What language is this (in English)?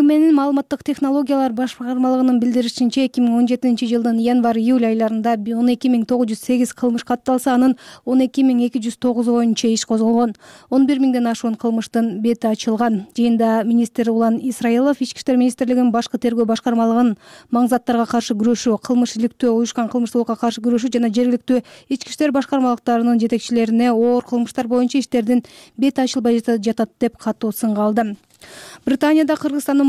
Kyrgyz